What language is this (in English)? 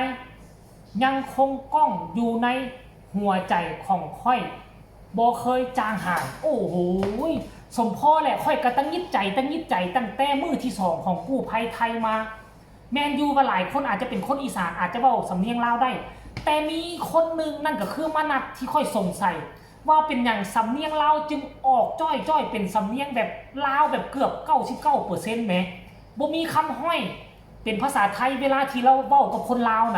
Lao